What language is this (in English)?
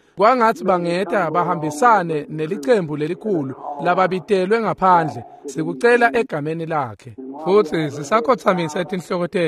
Swati